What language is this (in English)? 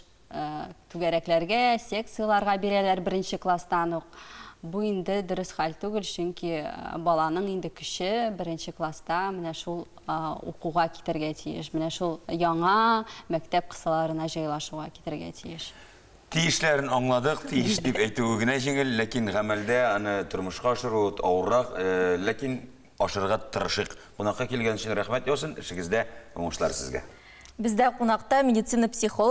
Tatar